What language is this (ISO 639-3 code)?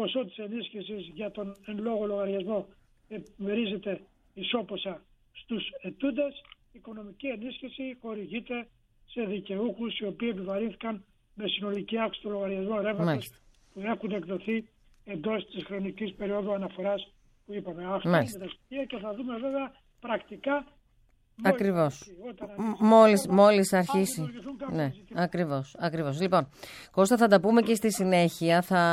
ell